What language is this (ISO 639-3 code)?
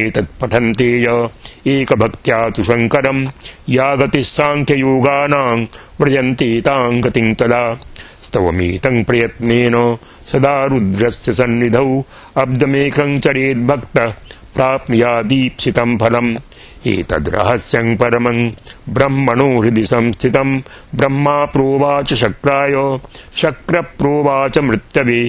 san